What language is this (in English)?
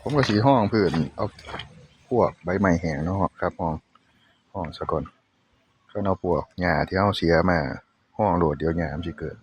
Northeastern Thai